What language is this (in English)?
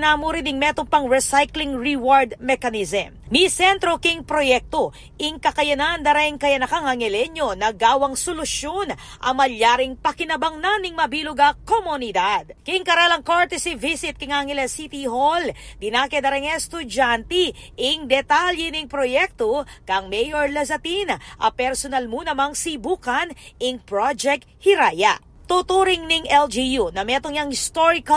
Pampanga